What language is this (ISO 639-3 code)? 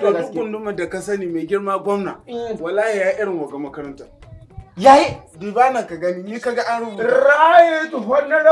hau